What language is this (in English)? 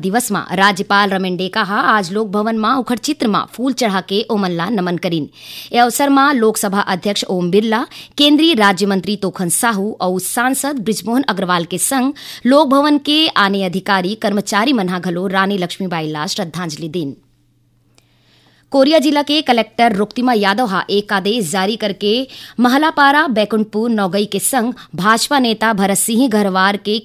Chhattisgarhi